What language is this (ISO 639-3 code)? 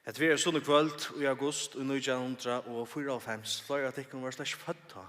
fao